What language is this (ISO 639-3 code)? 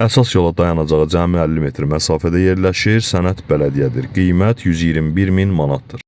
aze